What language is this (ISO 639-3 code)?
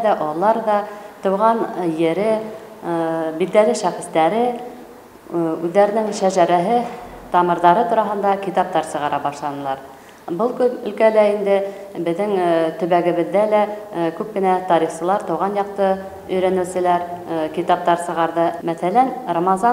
bak